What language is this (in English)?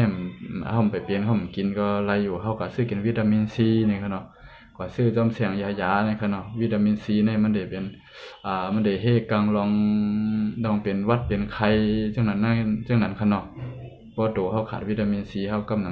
Shan